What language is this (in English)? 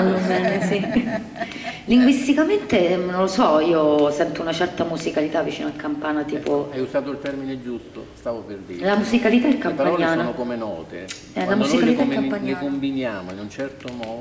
Italian